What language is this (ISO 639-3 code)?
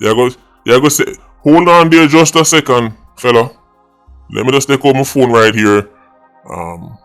jam